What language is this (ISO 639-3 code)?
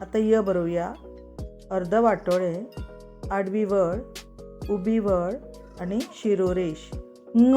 kok